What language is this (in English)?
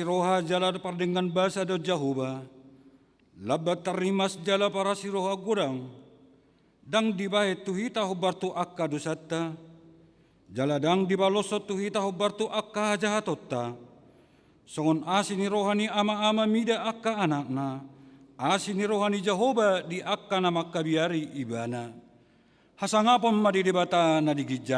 Batak Toba